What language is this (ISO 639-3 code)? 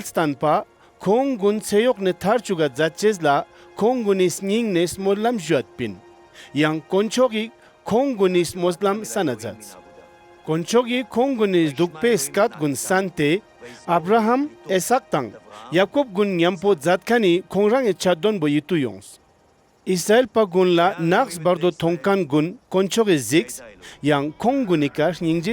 lbj